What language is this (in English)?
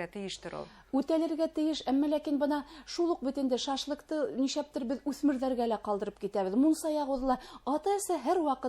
Bashkir